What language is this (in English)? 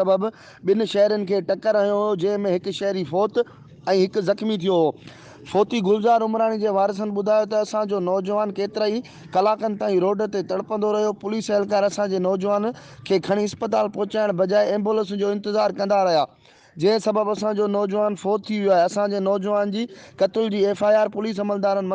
Sindhi